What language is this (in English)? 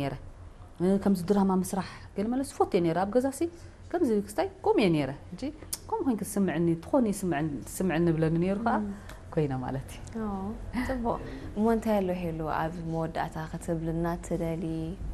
Tigrinya